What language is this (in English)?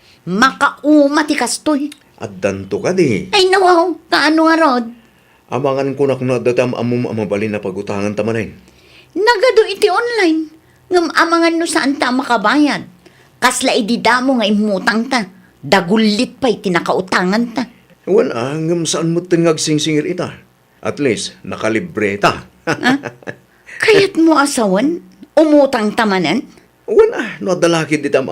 Iloko